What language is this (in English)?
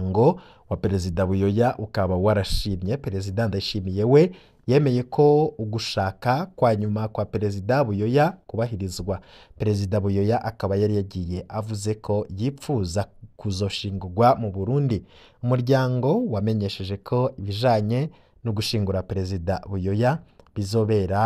Rundi